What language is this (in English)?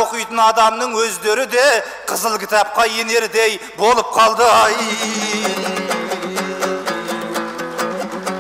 Kazakh